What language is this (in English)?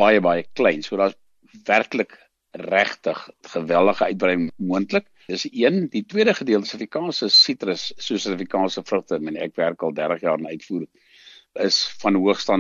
Afrikaans